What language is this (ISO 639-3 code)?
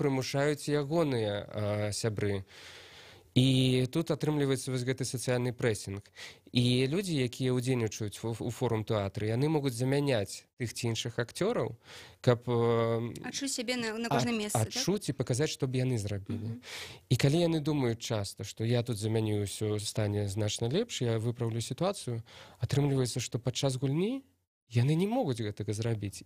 bel